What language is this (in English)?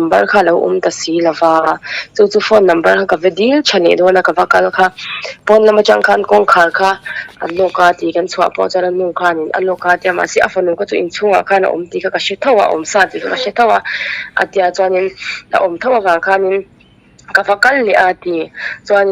Mizo